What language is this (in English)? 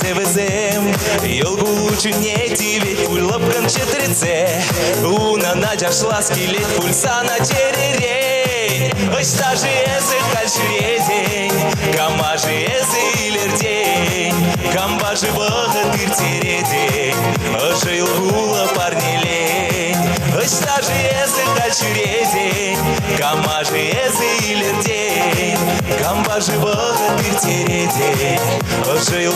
Chuvash